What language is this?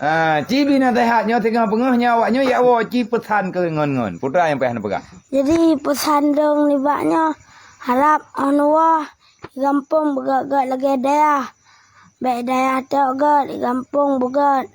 Achinese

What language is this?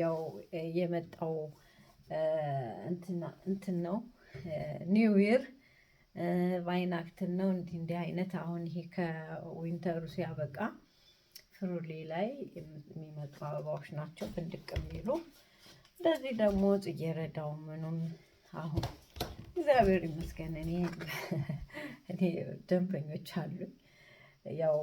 Amharic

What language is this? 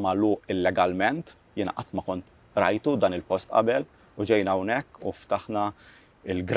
Maltese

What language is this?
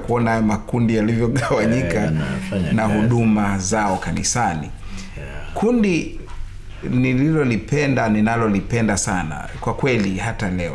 Swahili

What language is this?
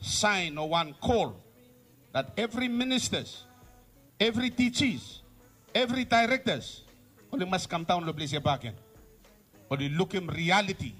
Bislama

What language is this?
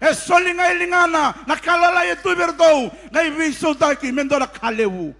Fijian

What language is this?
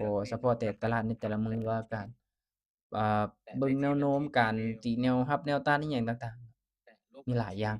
Lao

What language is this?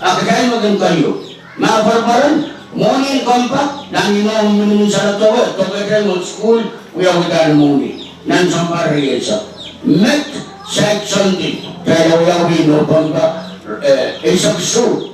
Pohnpeian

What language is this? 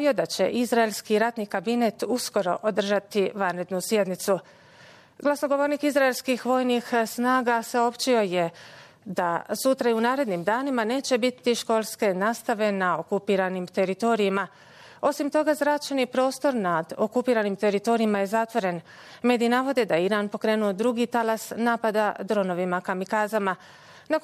Bosnian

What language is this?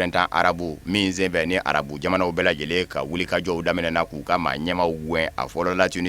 Bambara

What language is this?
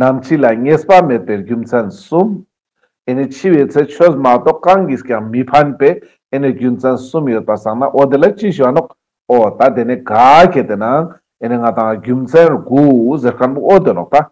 Ladakhi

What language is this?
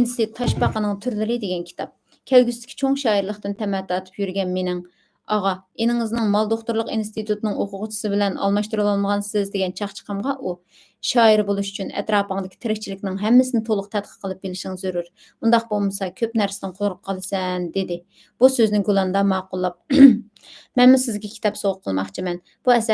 Uyghur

